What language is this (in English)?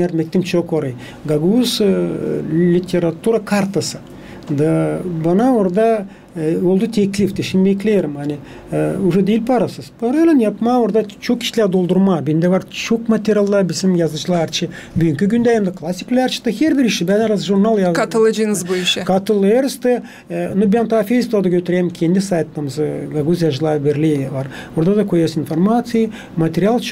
Gagauz